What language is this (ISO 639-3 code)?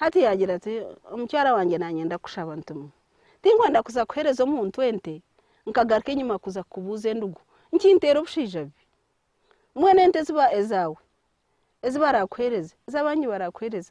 nyn